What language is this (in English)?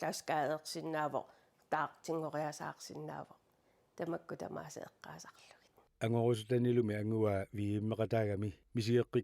Kalaallisut